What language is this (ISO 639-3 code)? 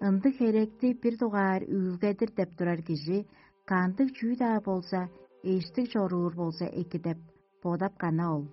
tyv